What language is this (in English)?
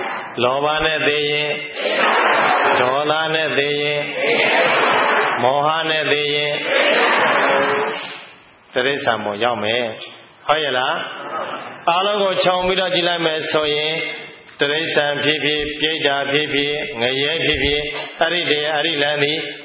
Burmese